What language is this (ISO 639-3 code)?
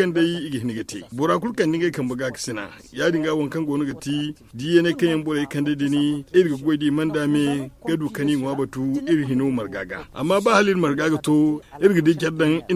dje